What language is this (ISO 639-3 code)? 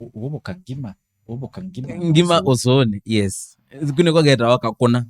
kam